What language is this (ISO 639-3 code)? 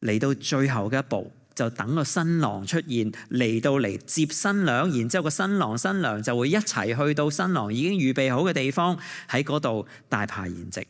yue